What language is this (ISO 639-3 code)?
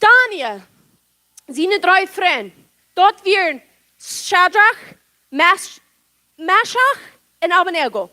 pdt